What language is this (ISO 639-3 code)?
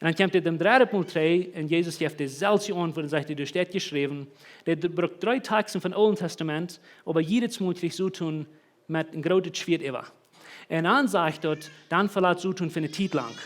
pdt